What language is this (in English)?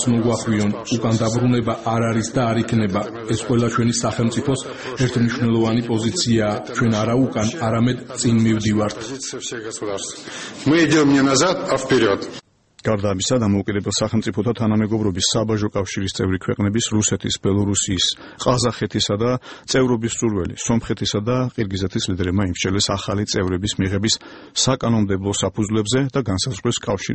Georgian